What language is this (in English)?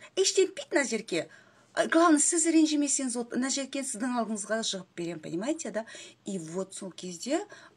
Kazakh